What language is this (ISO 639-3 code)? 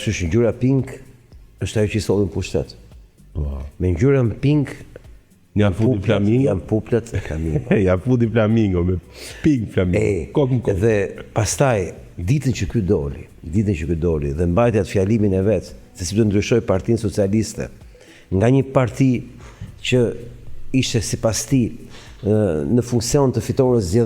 sqi